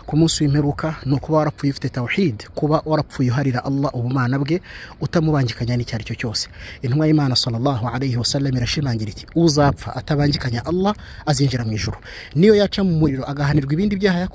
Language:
Kinyarwanda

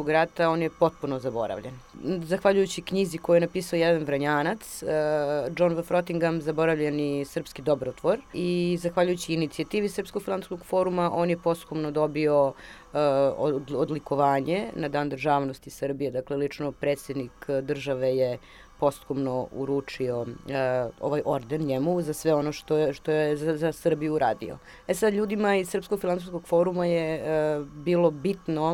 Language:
Serbian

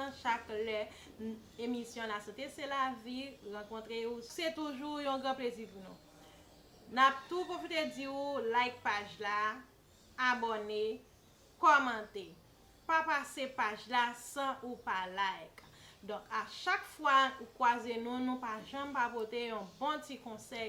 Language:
Haitian Creole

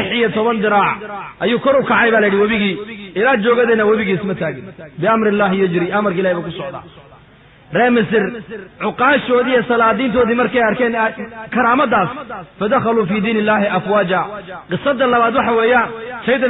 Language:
Somali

